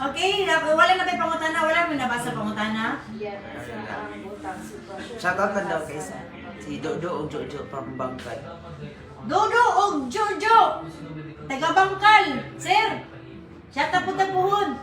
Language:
Cebuano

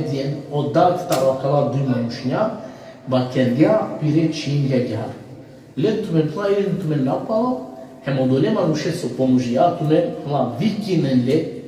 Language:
Balkan Romani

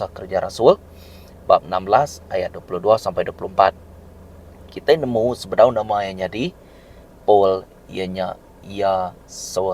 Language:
Iban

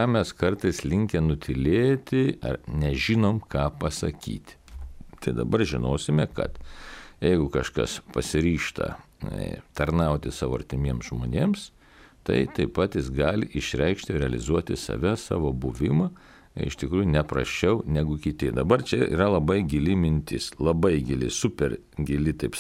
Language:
Lithuanian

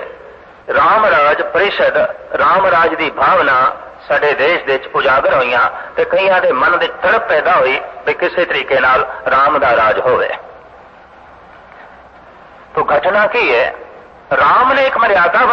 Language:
Punjabi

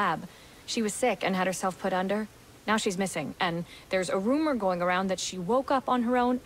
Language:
English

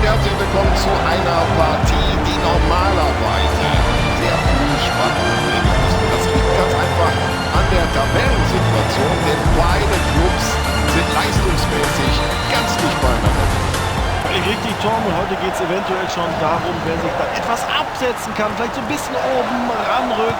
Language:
Bavarian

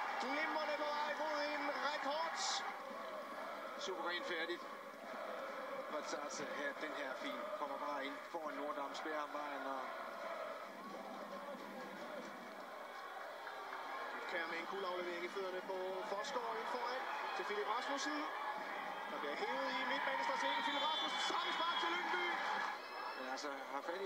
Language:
Danish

